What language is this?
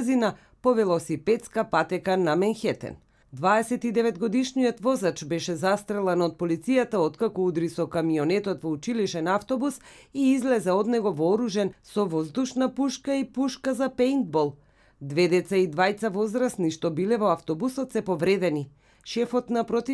Macedonian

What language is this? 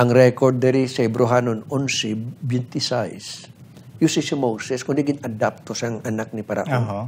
Hiligaynon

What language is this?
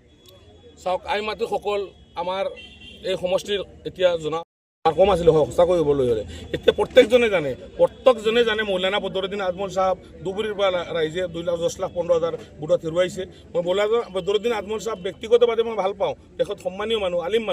Assamese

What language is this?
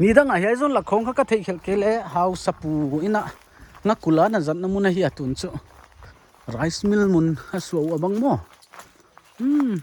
Paite Chin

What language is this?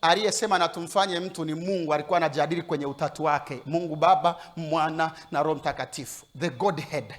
Swahili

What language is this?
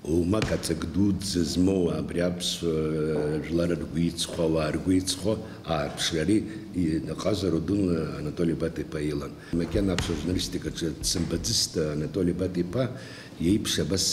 Abkhazian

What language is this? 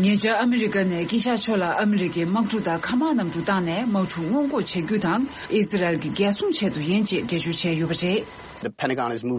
Tibetan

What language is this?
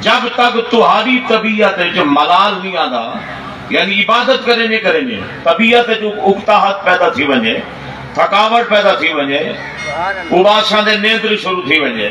Saraiki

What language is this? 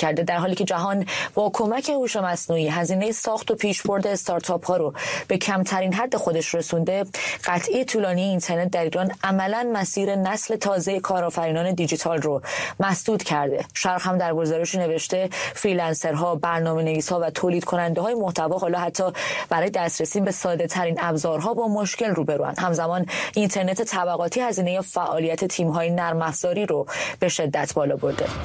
Persian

